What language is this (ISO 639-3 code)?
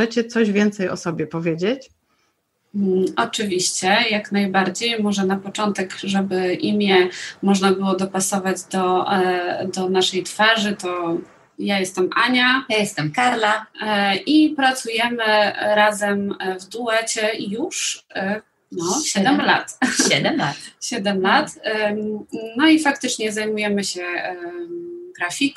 pol